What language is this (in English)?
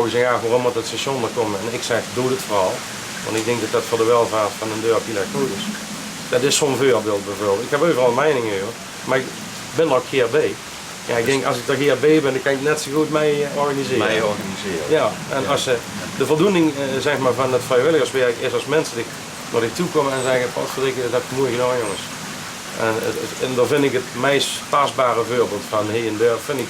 Limburgish